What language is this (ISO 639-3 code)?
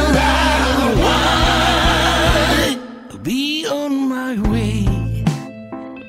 ell